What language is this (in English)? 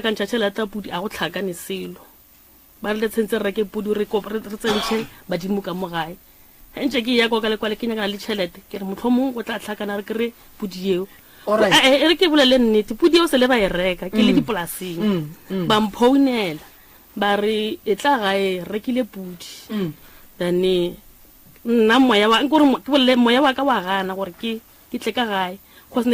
Northern Sotho